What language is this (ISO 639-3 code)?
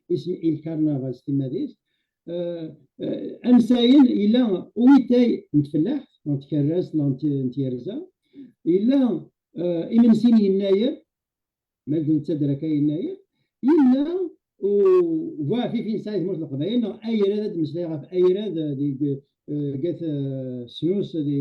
kab